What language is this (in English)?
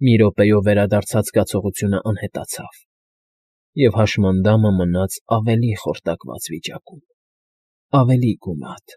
Armenian